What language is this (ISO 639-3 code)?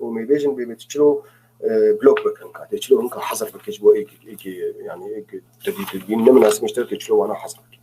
apc